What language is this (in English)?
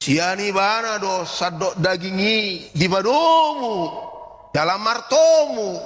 Batak Toba